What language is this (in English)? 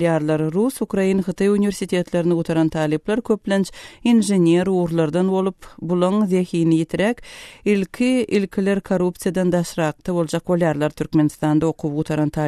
Turkmen